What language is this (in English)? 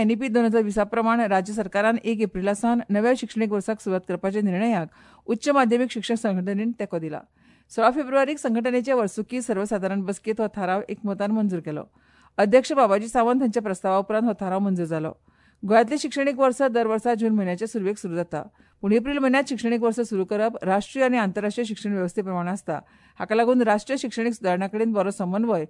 Konkani